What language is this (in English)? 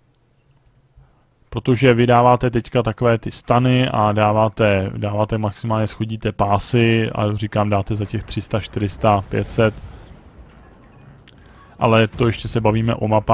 Czech